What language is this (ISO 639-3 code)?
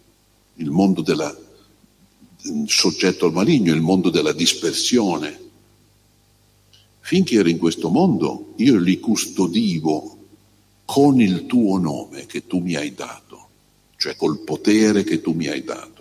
ita